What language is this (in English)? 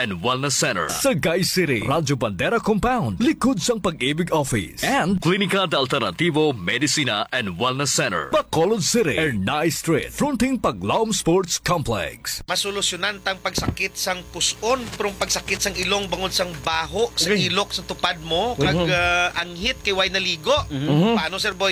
Hiligaynon